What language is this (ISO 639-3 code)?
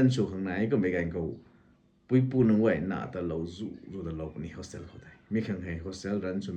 nbu